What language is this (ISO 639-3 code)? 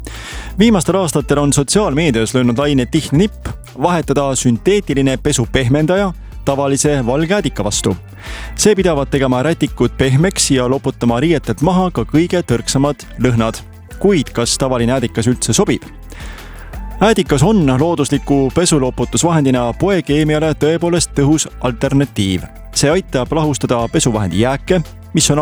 est